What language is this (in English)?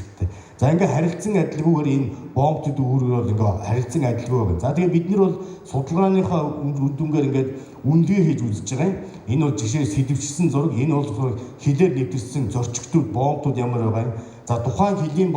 Mongolian